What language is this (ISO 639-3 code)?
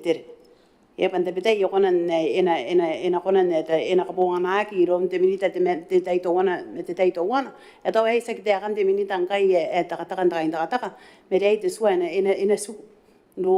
gil